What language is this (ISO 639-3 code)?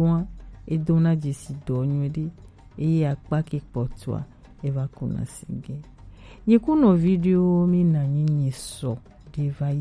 gej